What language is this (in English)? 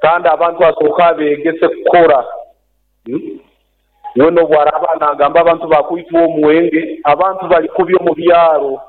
Nyoro